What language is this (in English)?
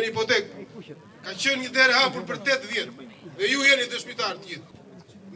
Albanian